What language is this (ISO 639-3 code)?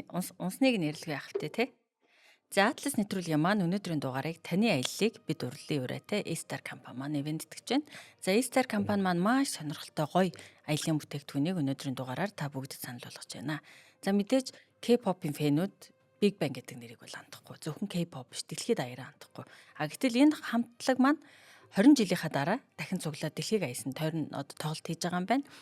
mon